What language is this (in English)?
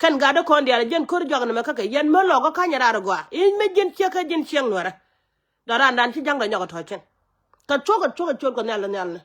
Nuer